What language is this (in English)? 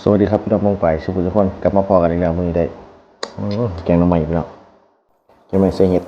Northeastern Thai